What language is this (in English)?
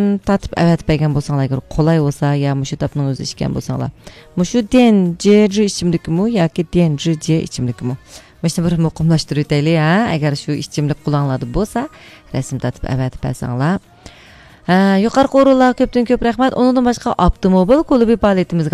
Uyghur